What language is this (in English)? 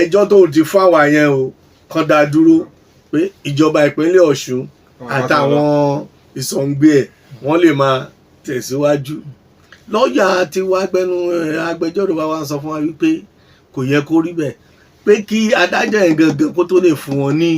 Yoruba